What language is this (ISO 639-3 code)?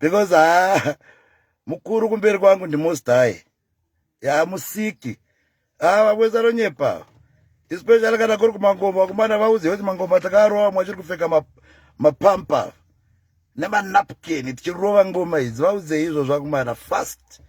sna